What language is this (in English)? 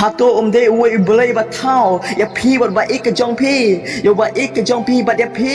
Khasi